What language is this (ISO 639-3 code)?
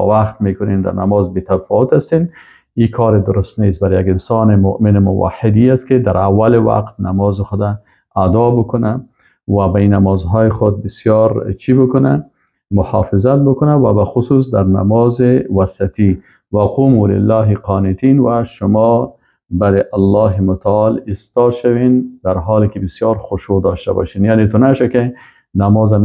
fas